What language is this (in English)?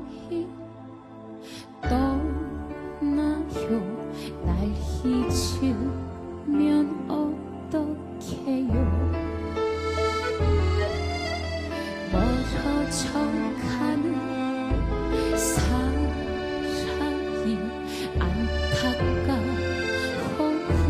Korean